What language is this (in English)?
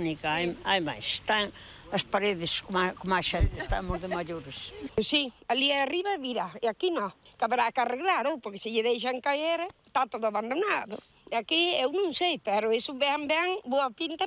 Galician